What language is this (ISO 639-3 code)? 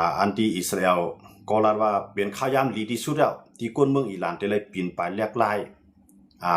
shn